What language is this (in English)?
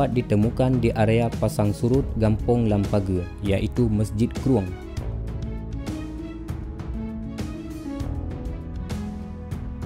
Malay